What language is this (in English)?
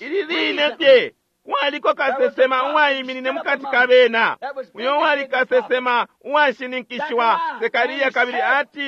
Bemba